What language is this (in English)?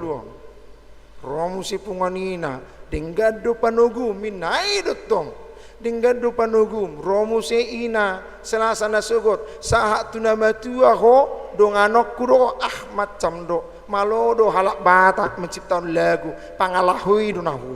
Batak Toba